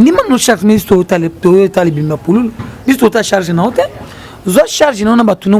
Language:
Lingala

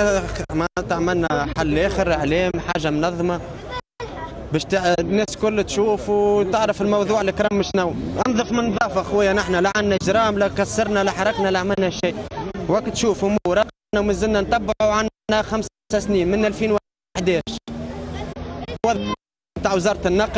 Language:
Tunisian Arabic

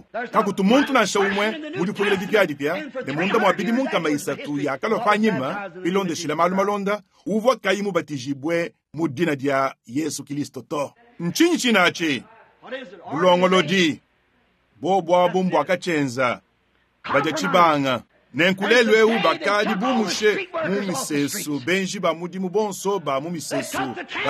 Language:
Luba-Lulua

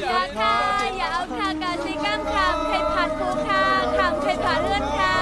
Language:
Shan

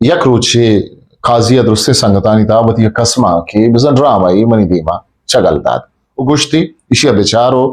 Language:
Eastern Balochi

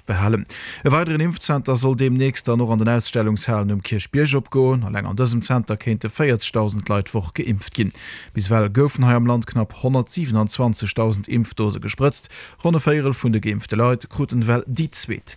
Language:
Luxembourgish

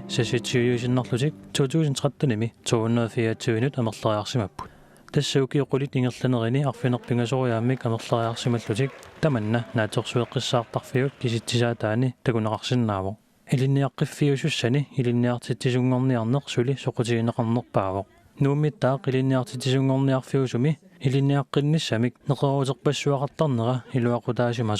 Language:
Kalaallisut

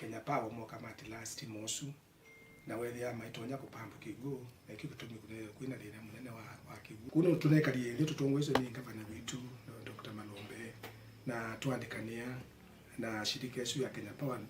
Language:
Kamba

